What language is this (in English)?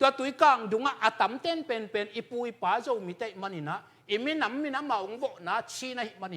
Tedim Chin